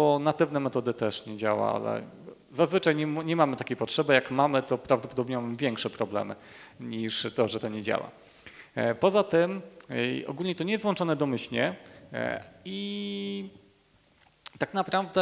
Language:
Polish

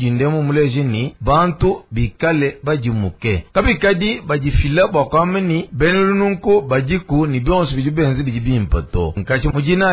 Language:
Luba-Lulua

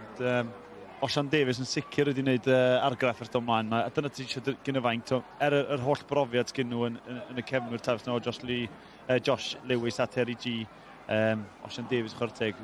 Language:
Welsh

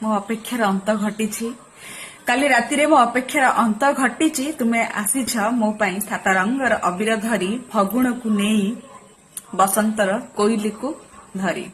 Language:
Odia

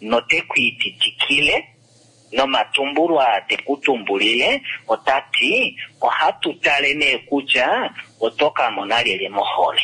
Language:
Kuanyama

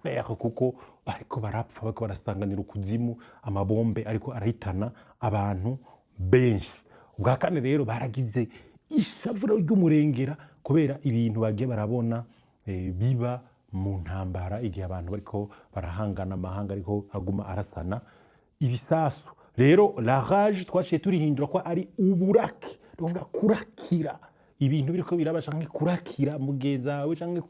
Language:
Rundi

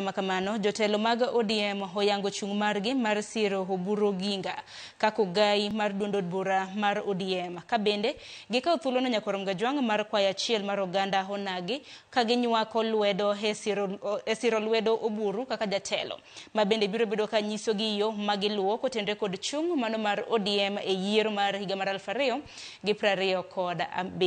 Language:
Luo (Kenya and Tanzania)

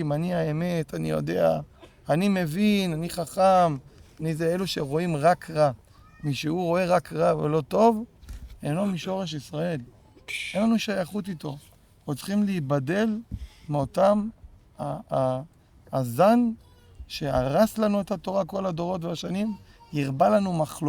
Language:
Hebrew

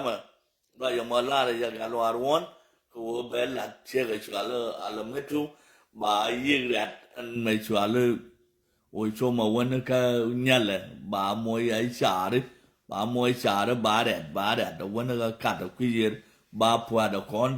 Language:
Nuer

